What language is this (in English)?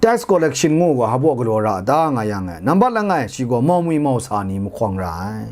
Kachin